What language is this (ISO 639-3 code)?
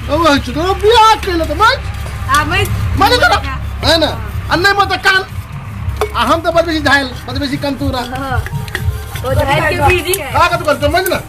mai